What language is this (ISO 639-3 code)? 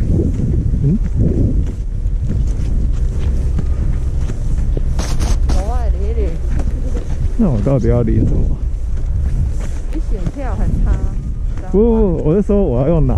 zho